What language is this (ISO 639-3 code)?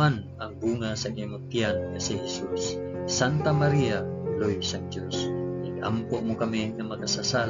hil